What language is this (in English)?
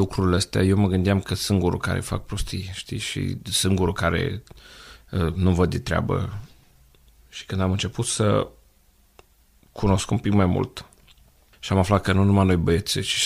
Romanian